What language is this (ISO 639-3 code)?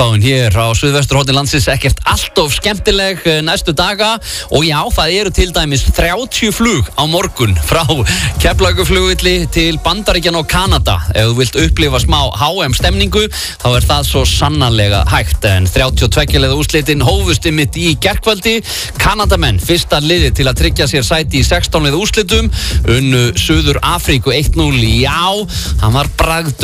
isl